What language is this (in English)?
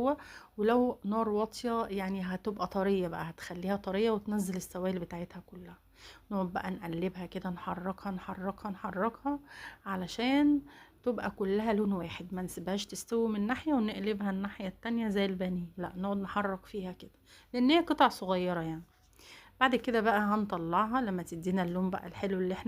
Egyptian Arabic